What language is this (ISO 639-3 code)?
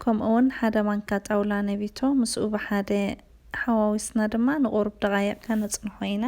tir